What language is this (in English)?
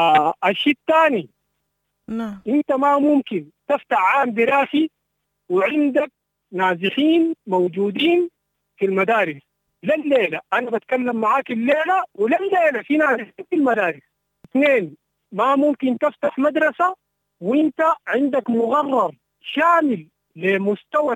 Sudanese Arabic